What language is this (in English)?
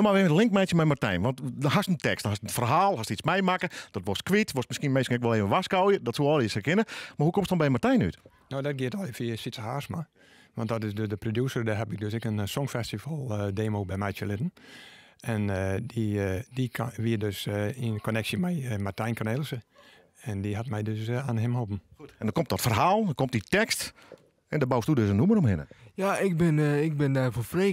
Western Frisian